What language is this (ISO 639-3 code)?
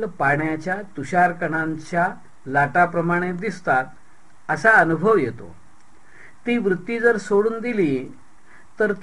mar